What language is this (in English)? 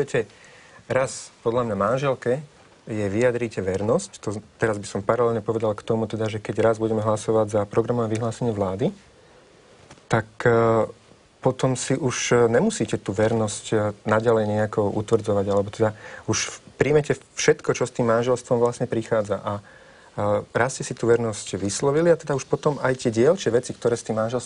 Slovak